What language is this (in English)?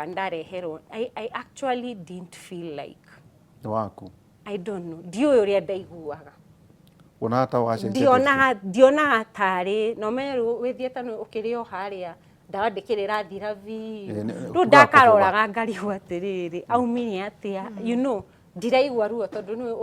Kikuyu